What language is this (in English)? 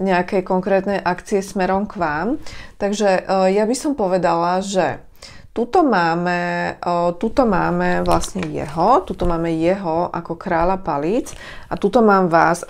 Slovak